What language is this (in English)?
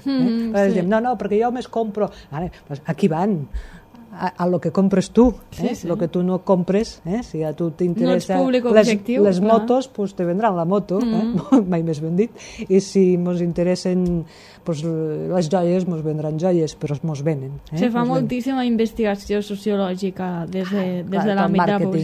Catalan